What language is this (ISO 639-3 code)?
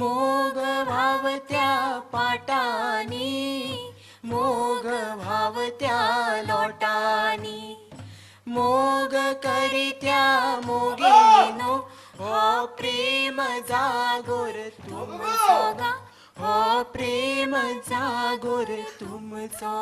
kok